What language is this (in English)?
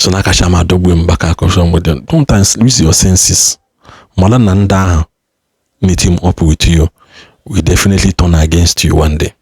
Igbo